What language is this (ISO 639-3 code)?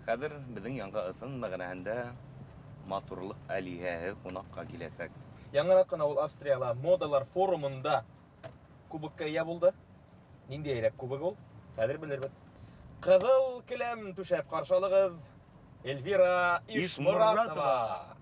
bak